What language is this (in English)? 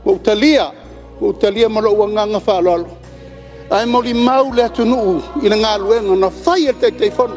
Samoan